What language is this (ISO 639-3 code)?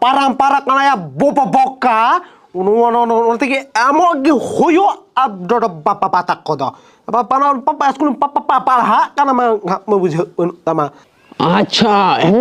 sat